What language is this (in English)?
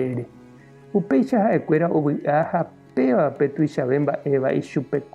Guarani